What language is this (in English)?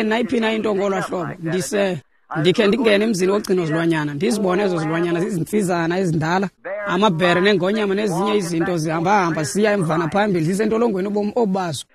Xhosa